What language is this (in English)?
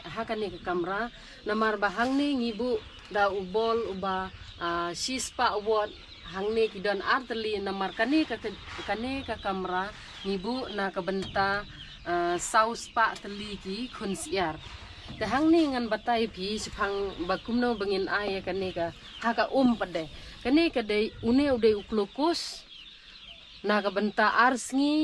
Khasi